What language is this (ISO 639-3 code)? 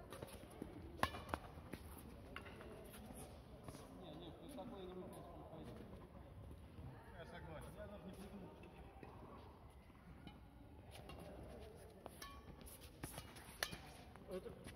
rus